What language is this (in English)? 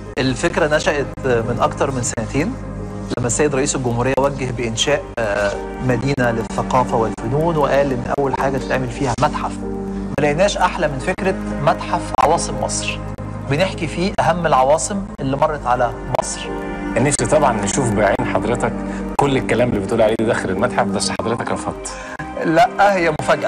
Egyptian Arabic